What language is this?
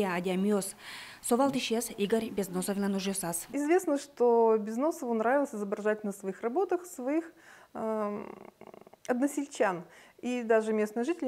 Udmurt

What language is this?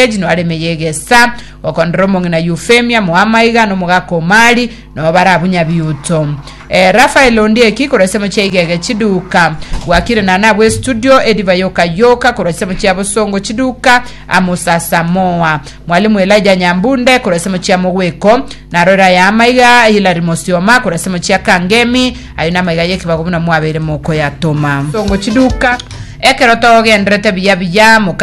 Gusii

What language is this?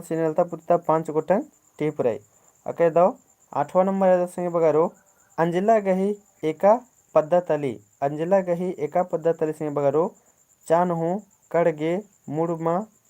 Kurukh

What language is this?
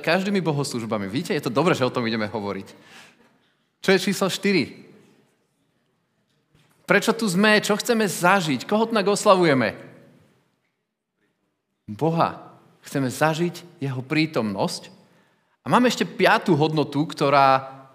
Slovak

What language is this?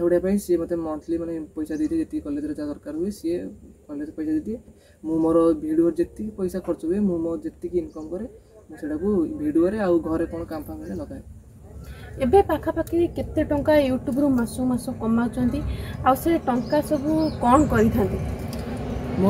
Odia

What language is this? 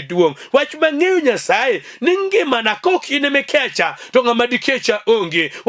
Luo (Kenya and Tanzania)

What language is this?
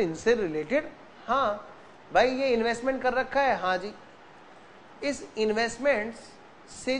Hindi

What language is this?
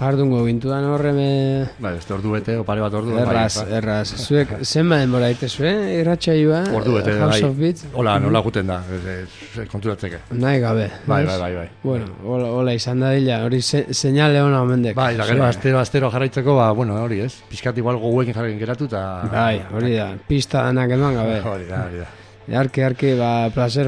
Basque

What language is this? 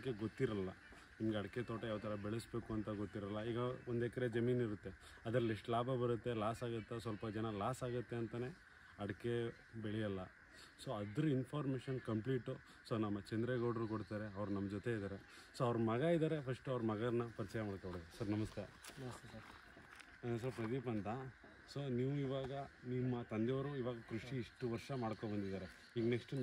Kannada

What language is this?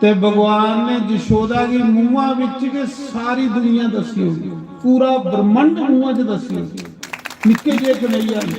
Dogri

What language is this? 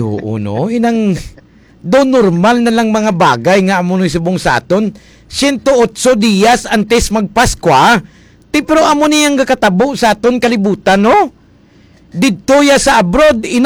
Hiligaynon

